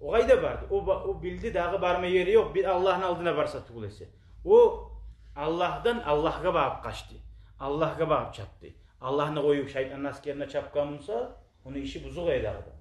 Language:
Kumyk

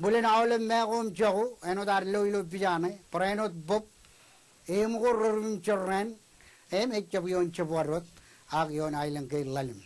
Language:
Marshallese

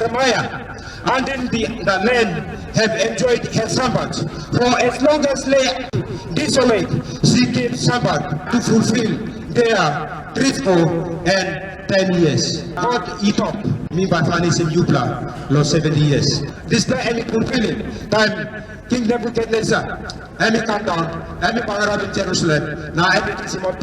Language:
Tok Pisin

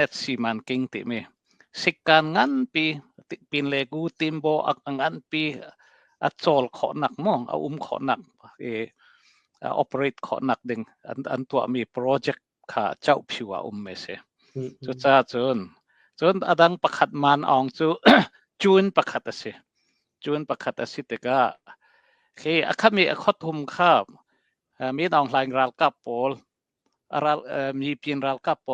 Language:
Hakha Chin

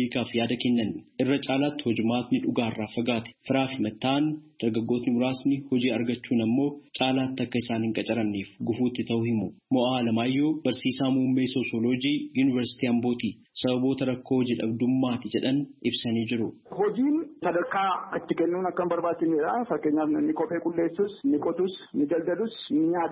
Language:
Oromo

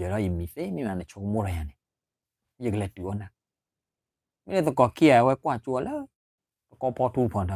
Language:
S'gaw Karen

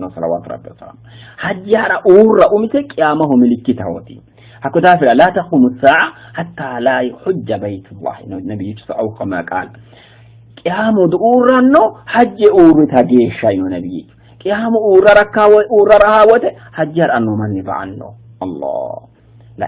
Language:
Sidamo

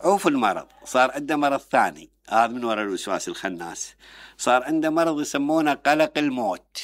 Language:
Mesopotamian Arabic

